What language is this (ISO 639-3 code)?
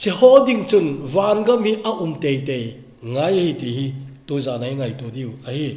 tcz